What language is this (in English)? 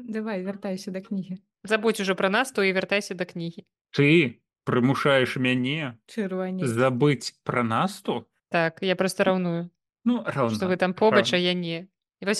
Belarusian